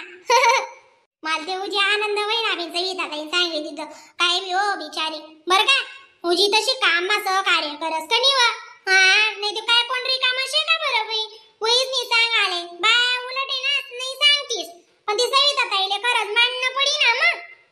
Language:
Khandesi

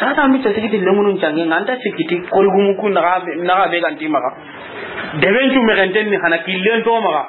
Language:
Soninke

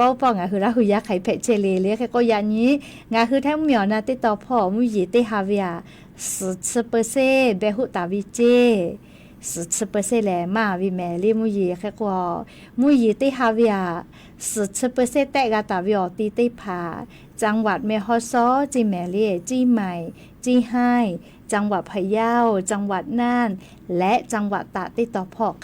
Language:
Lahu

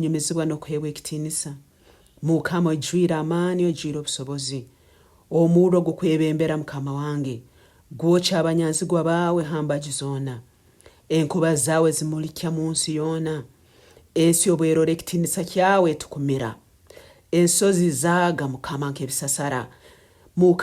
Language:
Nyoro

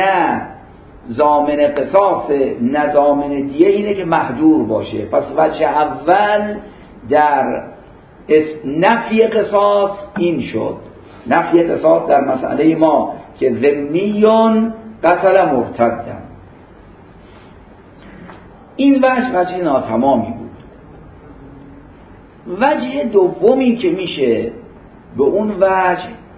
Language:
Persian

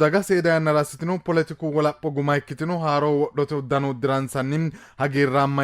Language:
Sidamo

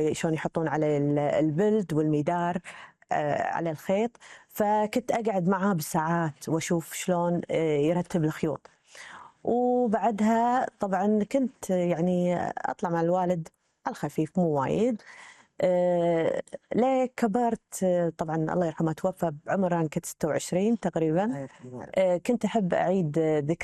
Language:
Gulf Arabic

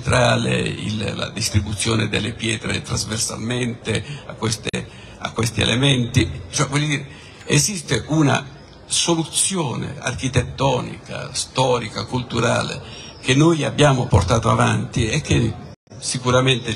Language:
Italian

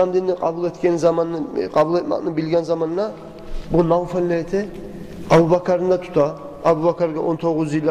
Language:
Kumyk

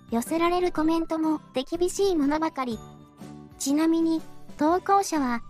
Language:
Japanese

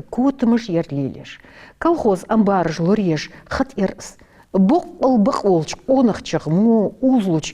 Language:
Ingush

